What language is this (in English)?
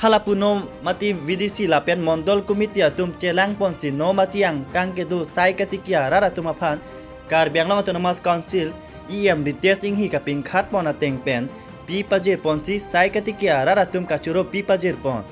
Karbi